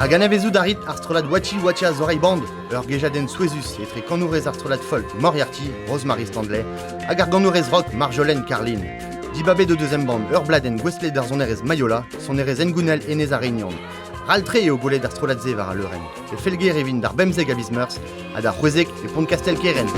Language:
Breton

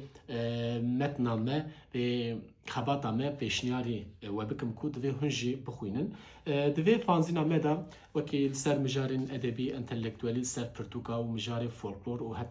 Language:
Kurdish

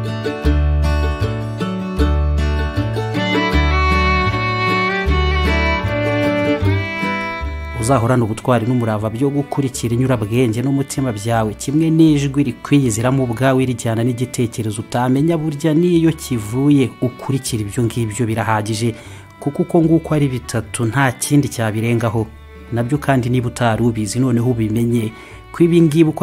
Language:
Kinyarwanda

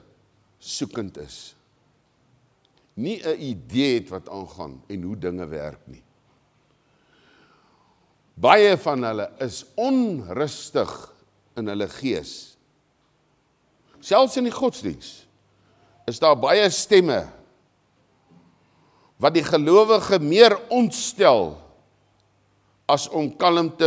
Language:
Afrikaans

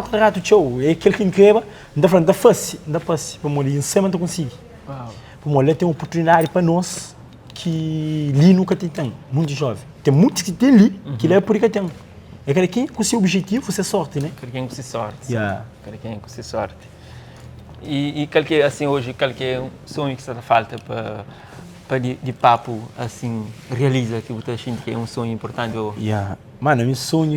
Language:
Kabuverdianu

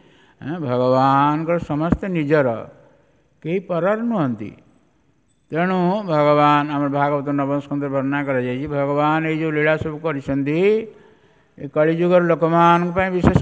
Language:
Odia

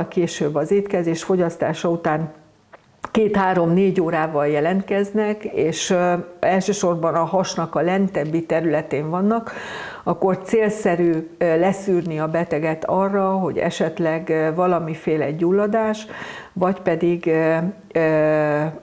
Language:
Hungarian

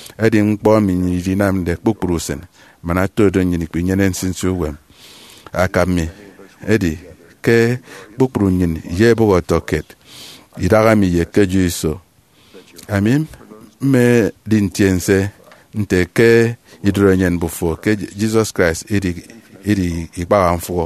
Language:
Efik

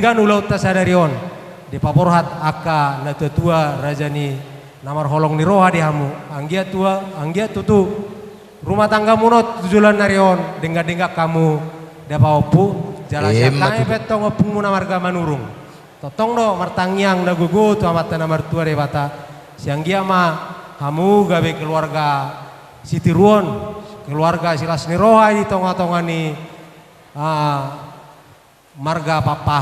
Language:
Batak Toba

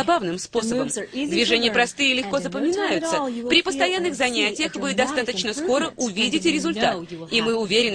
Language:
Russian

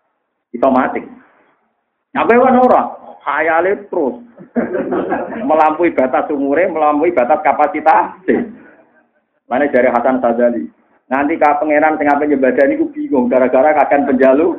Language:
Javanese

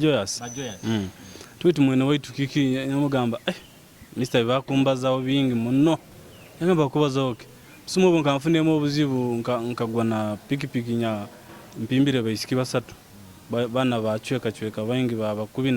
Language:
Nyoro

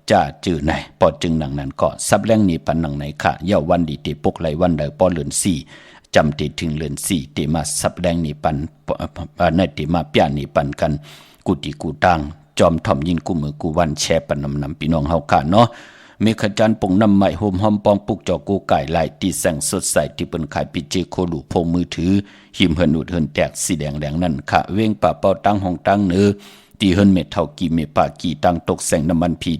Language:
Shan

